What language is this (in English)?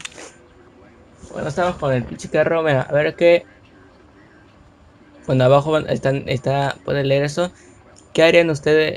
Spanish